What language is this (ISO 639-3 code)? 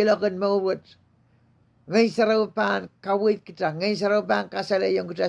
pon